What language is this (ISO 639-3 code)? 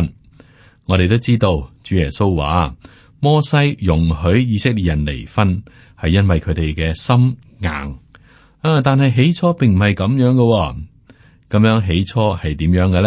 yue